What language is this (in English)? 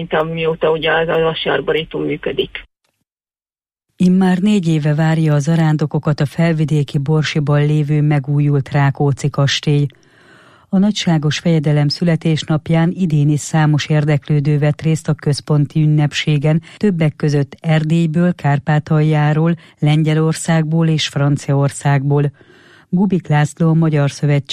Hungarian